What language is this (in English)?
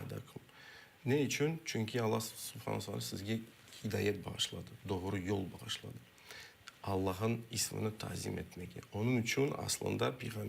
Crimean Tatar